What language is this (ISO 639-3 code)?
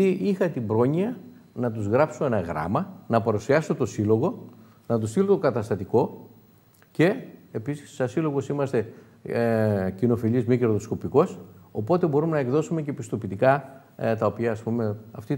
ell